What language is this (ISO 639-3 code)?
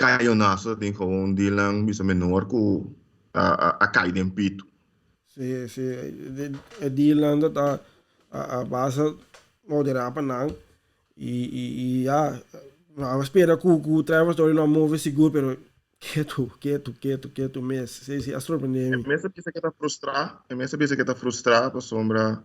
pap